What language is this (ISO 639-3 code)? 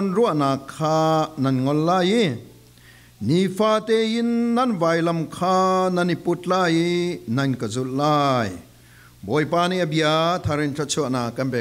cfm